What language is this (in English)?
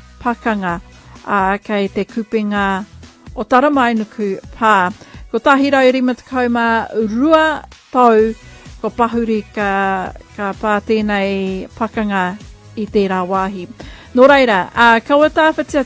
Māori